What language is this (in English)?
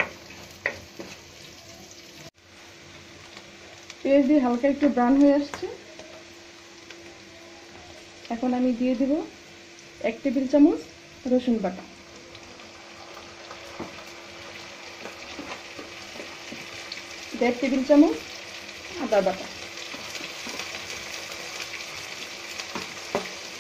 Bangla